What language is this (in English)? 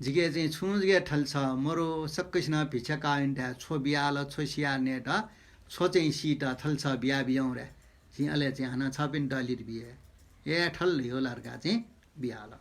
Newari